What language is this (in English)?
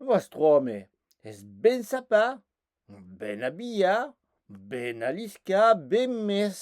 Occitan